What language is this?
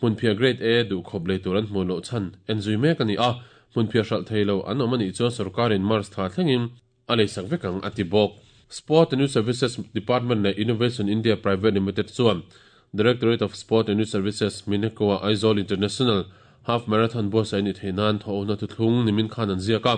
Mizo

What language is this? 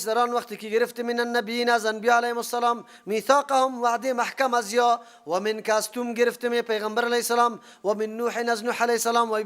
Persian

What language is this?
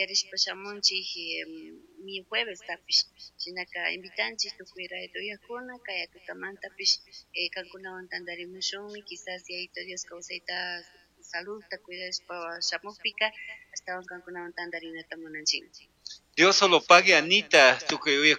Chimborazo Highland Quichua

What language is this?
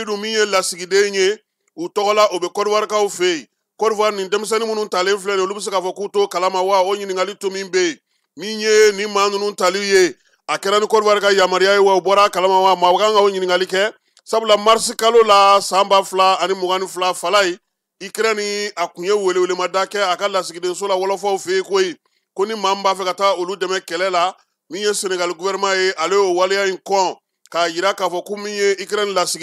Bambara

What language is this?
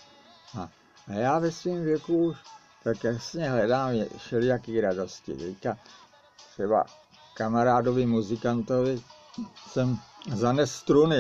Czech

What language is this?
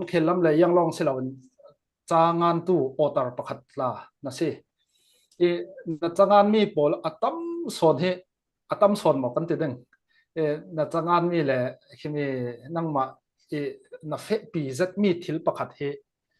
Falam Chin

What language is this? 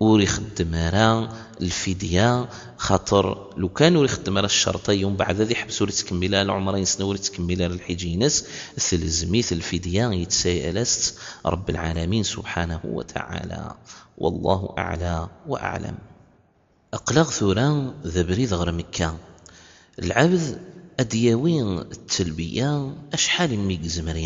Kabyle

